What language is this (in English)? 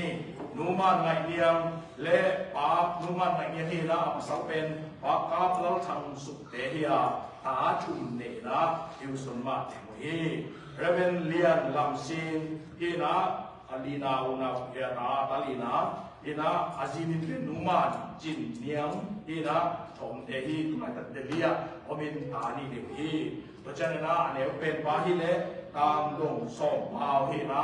Tedim Chin